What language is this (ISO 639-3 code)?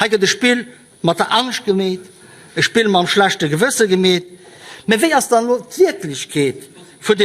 ltz